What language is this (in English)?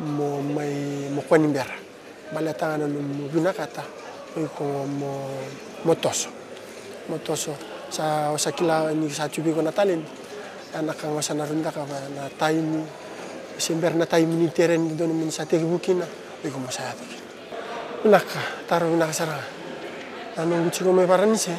Fijian